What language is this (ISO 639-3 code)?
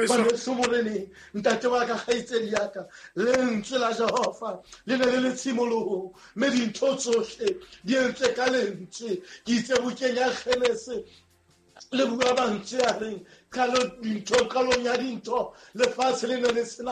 sot